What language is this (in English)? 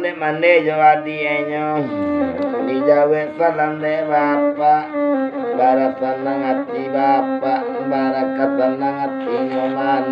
Minangkabau